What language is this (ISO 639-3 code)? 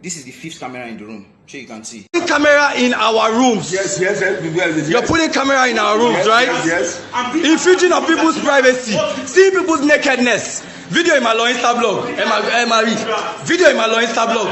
pcm